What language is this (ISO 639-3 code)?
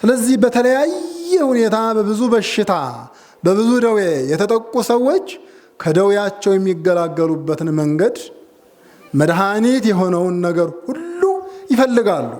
amh